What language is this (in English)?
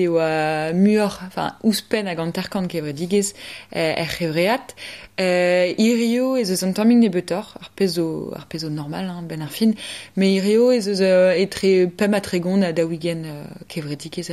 Breton